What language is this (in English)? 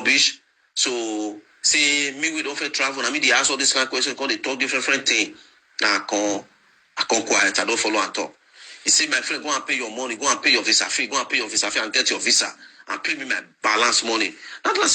Nigerian Pidgin